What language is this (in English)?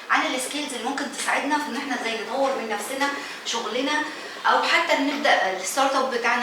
Egyptian Arabic